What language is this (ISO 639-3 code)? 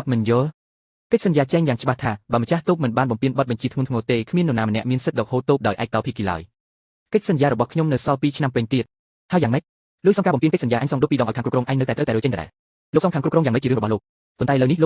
khm